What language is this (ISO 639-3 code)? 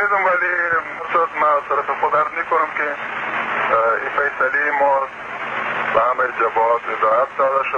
fas